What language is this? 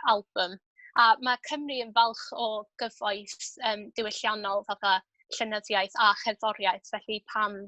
Welsh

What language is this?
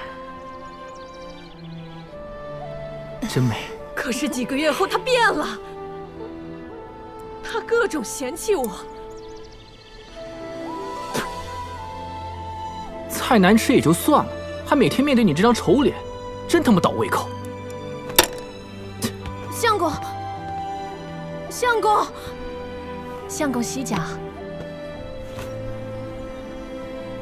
Chinese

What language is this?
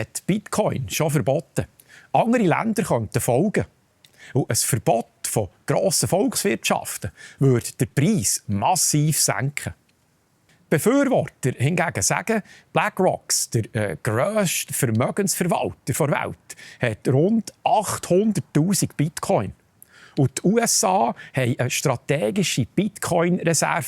Swiss German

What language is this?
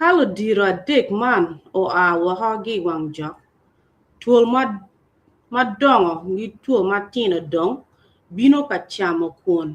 Acoli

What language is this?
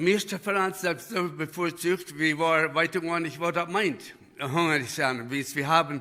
Plautdietsch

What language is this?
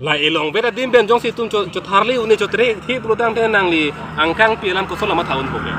Karbi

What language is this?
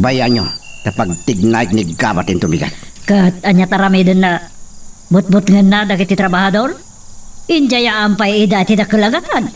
Iloko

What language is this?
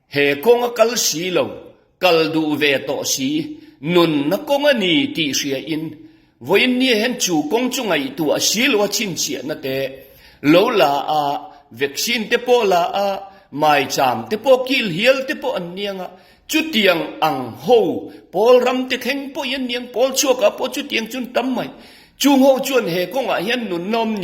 Mizo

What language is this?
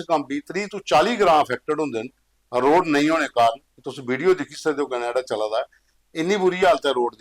Dogri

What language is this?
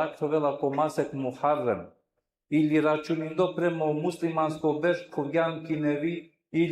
Balkan Romani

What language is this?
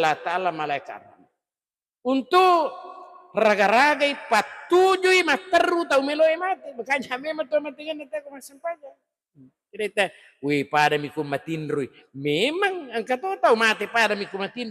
Buginese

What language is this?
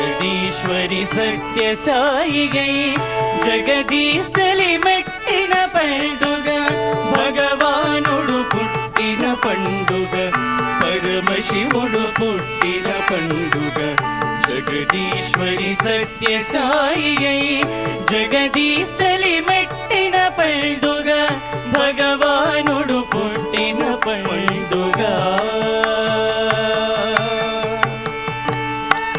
Telugu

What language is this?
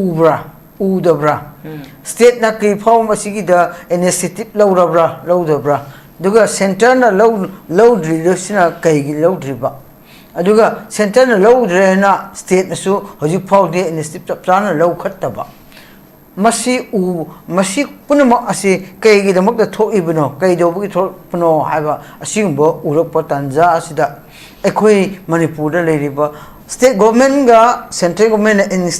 Manipuri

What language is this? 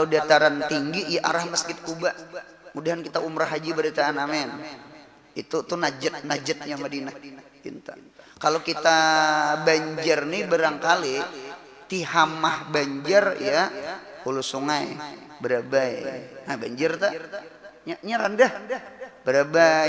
Banjar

